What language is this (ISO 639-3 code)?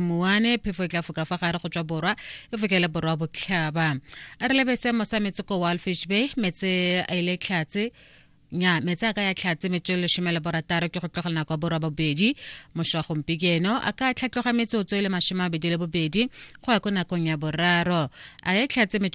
tsn